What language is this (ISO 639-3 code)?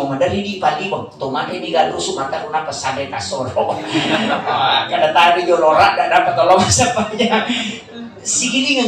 bug